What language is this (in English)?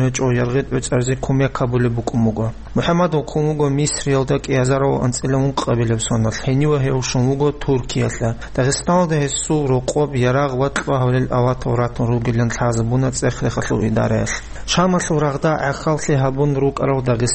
Avaric